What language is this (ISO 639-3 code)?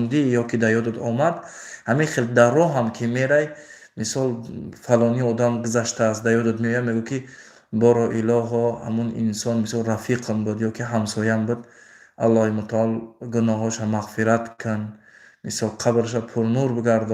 tgk